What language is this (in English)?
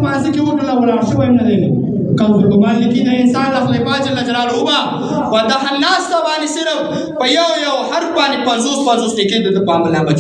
Pashto